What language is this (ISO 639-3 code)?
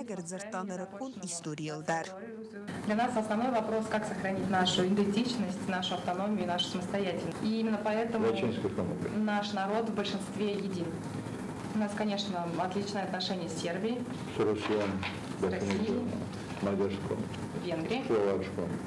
oss